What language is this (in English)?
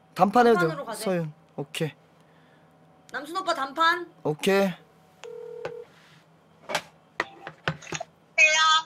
Korean